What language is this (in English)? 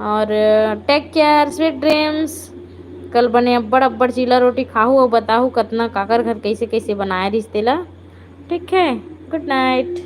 Chhattisgarhi